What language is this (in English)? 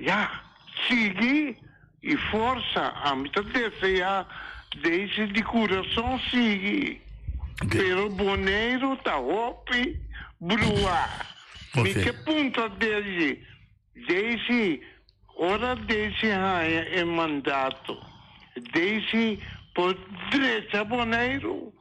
Papiamento